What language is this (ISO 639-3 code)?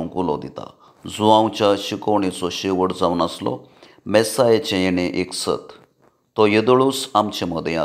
kok